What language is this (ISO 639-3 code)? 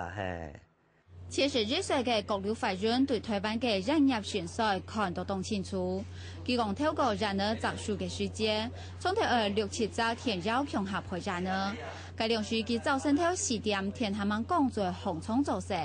hak